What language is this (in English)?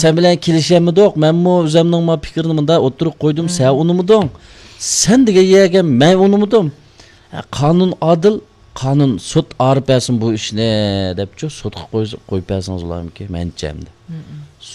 Uyghur